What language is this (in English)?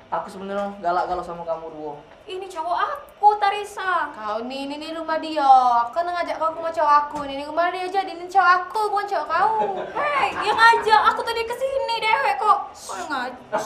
Musi